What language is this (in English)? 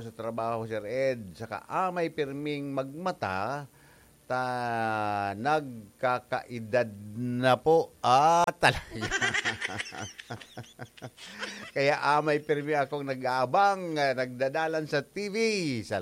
Bikol